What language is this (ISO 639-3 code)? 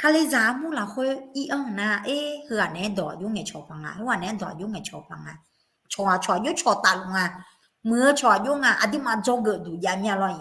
ahk